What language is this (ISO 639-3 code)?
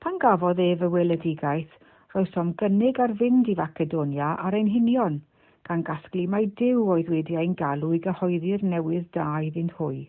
cym